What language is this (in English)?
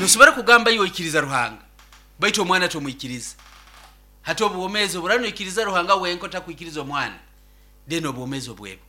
Nyoro